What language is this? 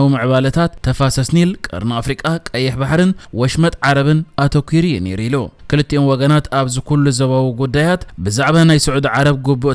Tigrinya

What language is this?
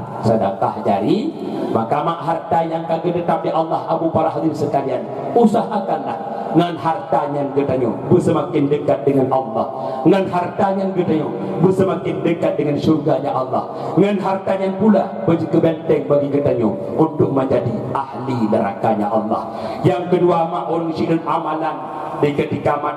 Achinese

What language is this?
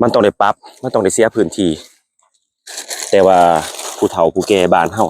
Lao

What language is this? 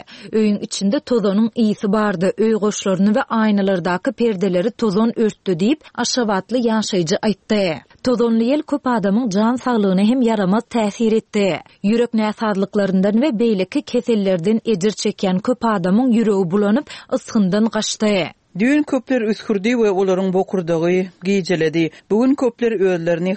Turkmen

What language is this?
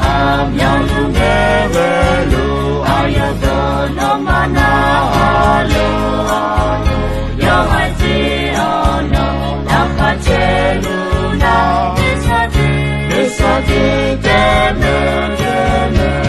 Akha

